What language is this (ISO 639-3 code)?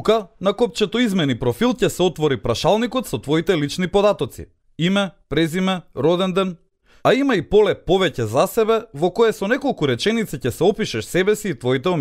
mkd